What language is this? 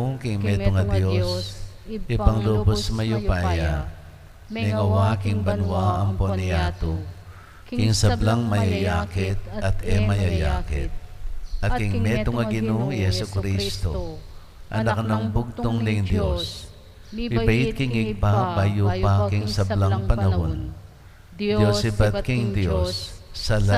Pampanga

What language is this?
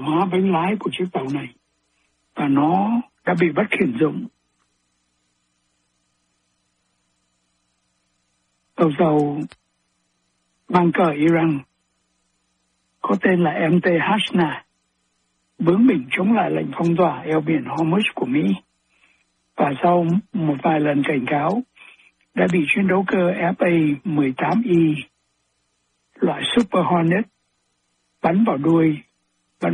Vietnamese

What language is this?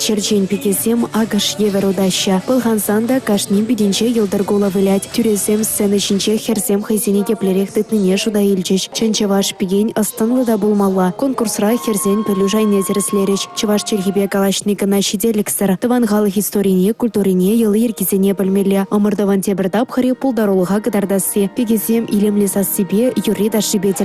Chuvash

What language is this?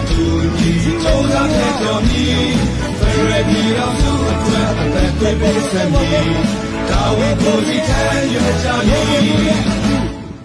Burmese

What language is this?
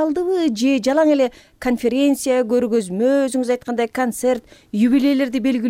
Kyrgyz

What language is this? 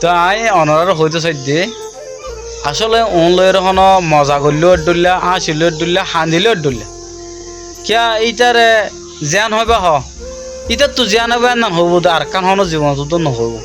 Rohingya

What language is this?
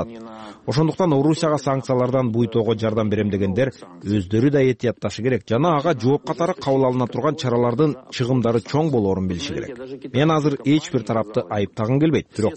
Kyrgyz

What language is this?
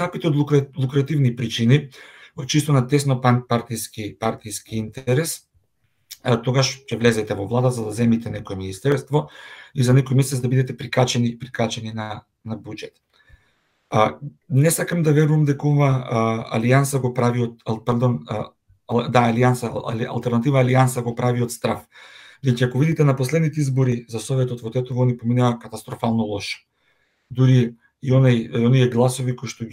Macedonian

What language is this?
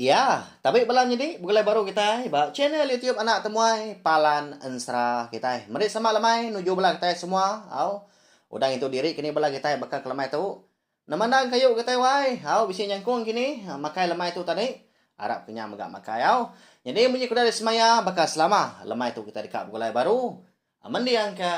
Iban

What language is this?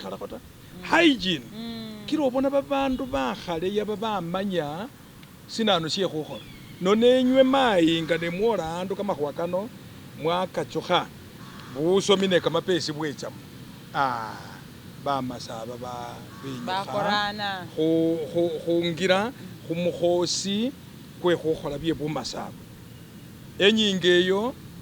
Masaaba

